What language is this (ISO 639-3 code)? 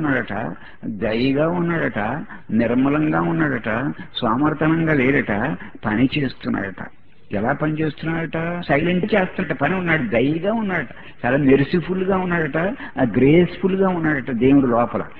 tel